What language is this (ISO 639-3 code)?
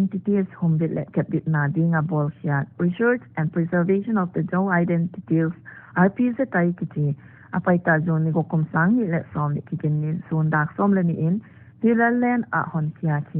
pck